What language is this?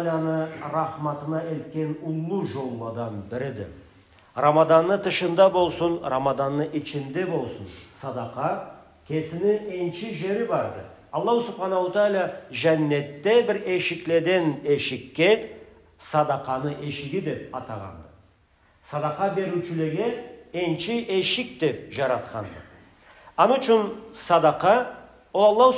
Karachay-Balkar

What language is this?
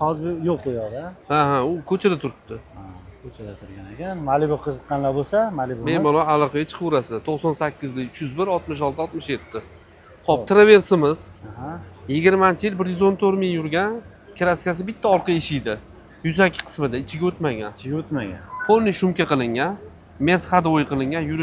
Uzbek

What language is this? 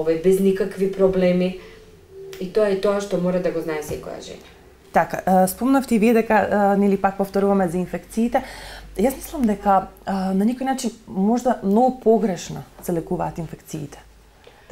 Macedonian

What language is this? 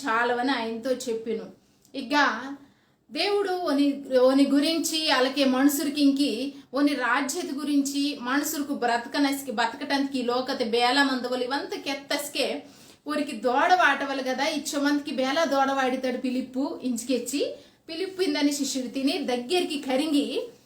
Koya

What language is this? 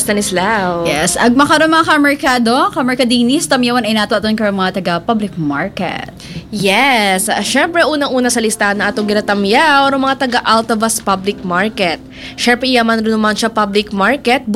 Aklanon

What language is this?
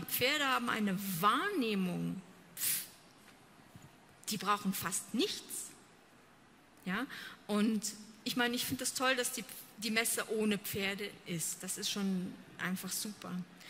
German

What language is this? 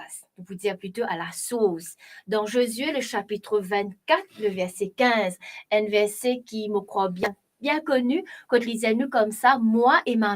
Morisyen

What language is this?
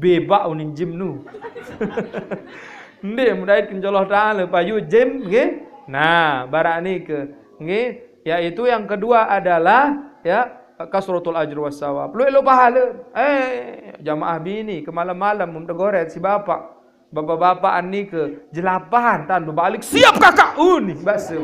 Sasak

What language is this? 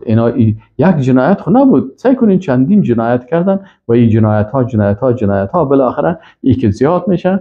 Persian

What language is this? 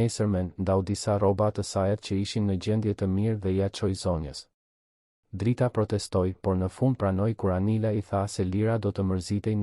Albanian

